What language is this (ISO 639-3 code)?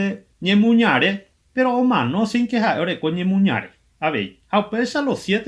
grn